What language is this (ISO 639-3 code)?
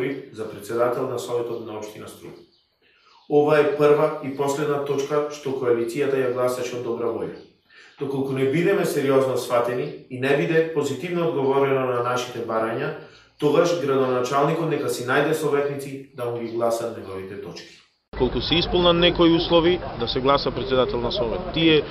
mkd